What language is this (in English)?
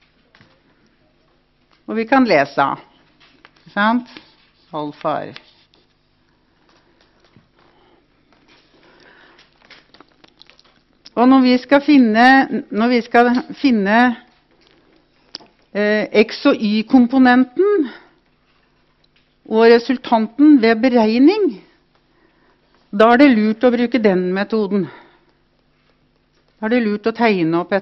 Norwegian